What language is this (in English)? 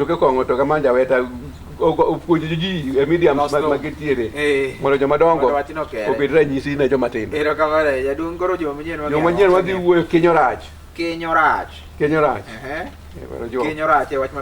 Luo (Kenya and Tanzania)